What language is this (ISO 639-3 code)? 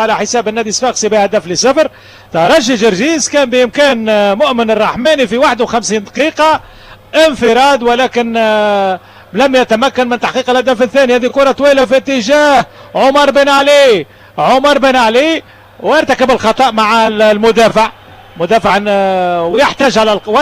aeb